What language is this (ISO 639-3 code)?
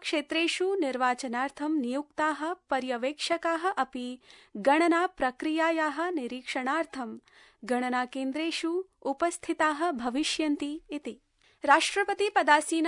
san